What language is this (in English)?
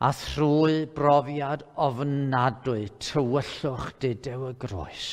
Welsh